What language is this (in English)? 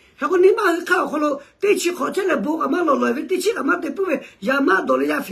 Lahu